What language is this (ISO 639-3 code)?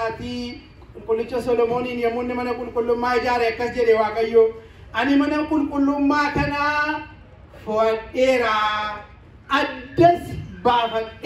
orm